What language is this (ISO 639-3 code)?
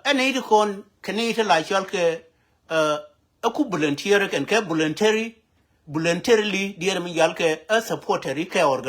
nus